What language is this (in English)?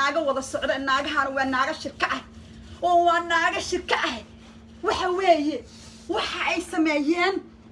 Somali